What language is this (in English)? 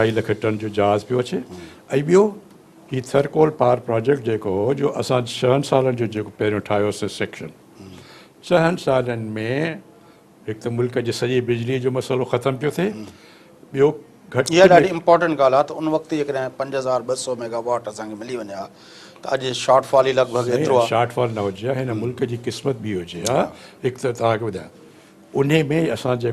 Sindhi